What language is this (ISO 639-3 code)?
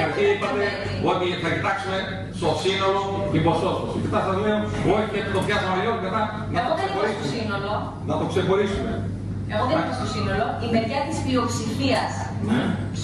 ell